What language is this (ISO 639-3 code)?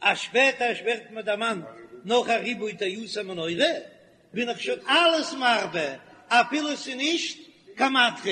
yid